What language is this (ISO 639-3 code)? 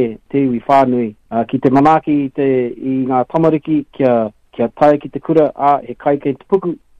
mri